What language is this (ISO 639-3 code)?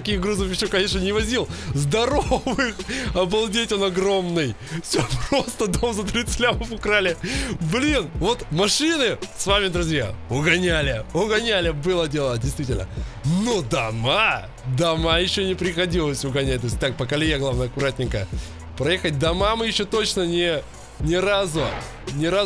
rus